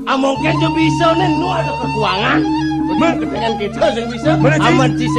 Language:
Balinese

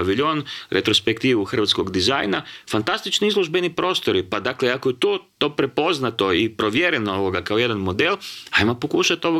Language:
Croatian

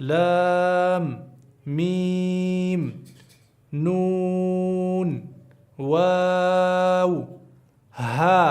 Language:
Pashto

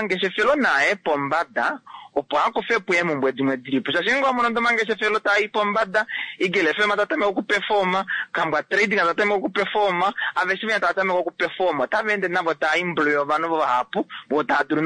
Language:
Kuanyama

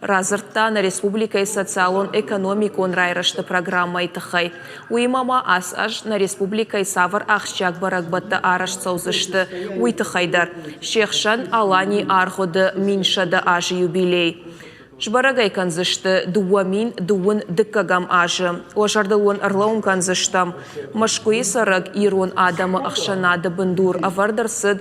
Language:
Ossetic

